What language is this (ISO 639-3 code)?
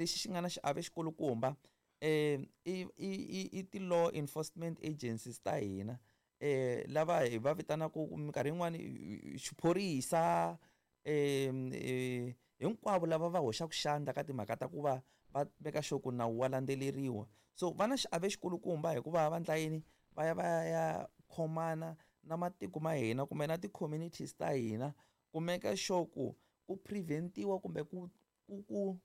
tso